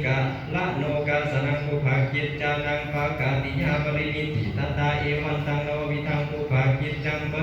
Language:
Pali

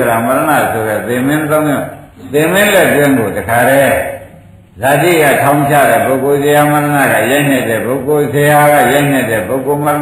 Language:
Burmese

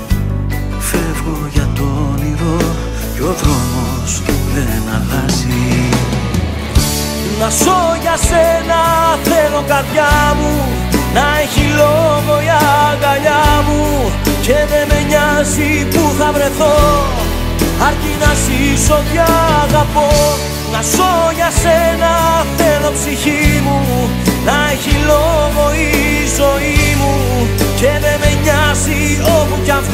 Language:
Greek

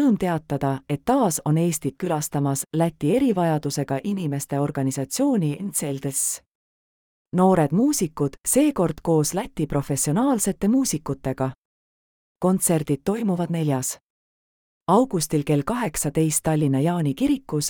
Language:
Estonian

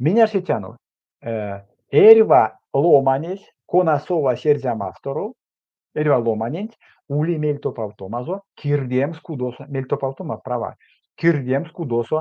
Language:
Erzya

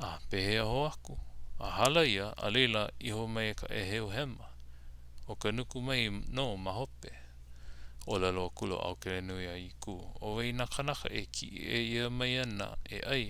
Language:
Hawaiian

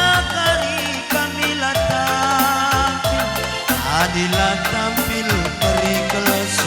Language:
Batak Karo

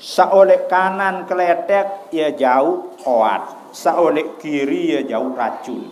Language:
Sasak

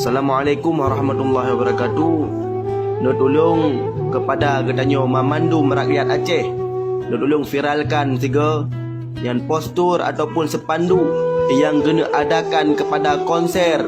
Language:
Achinese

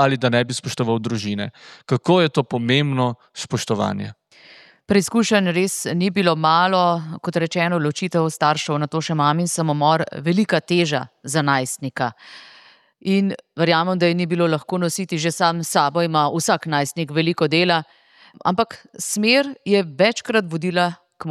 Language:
Slovenian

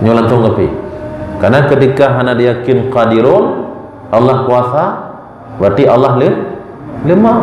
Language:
Achinese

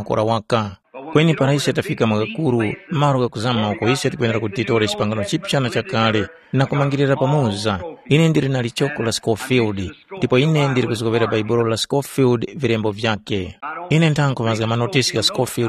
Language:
Tumbuka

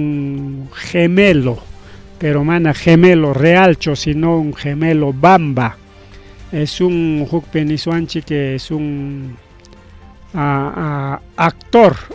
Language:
Ayacucho Quechua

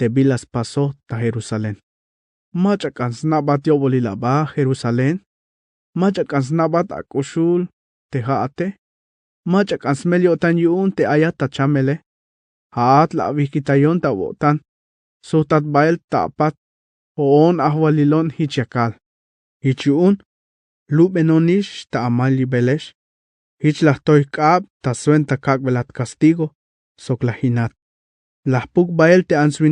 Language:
Tzeltal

